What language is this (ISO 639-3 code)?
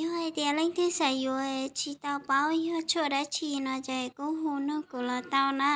hmn